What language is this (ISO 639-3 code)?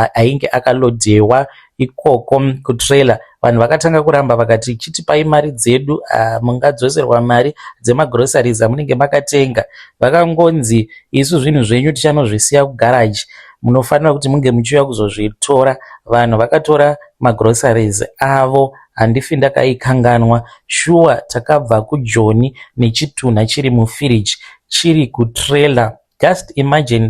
sna